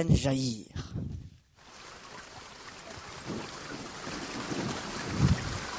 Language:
French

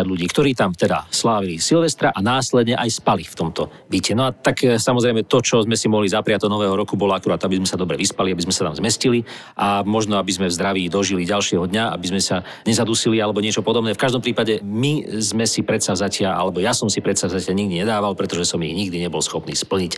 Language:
Slovak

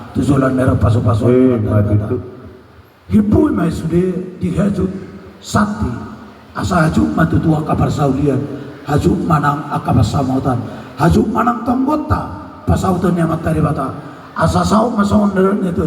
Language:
Batak Toba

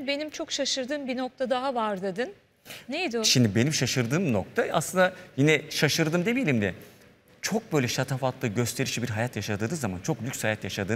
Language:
Turkish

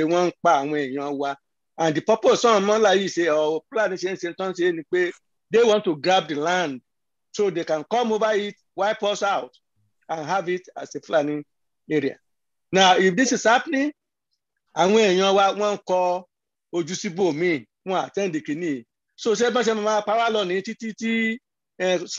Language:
Yoruba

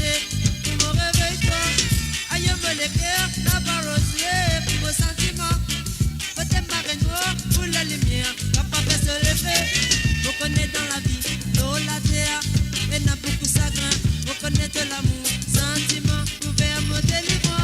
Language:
Morisyen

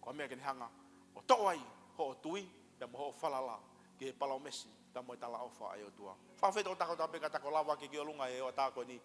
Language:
Tongan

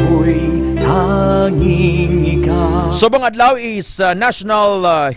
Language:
Hiligaynon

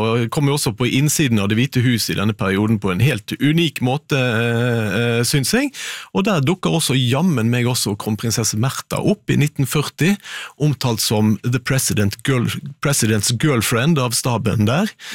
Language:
Norwegian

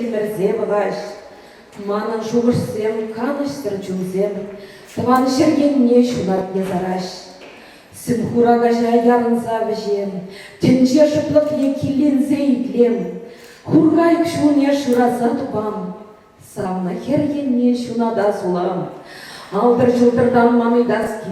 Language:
Chuvash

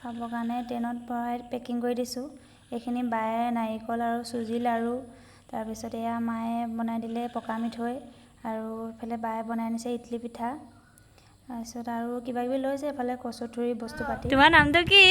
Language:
Assamese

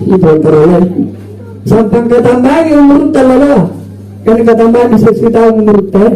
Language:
Makasar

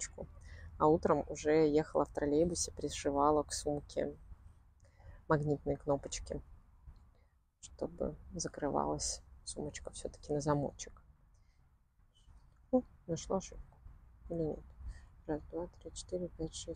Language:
Russian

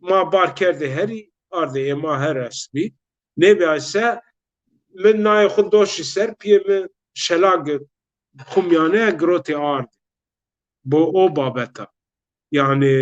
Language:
Zaza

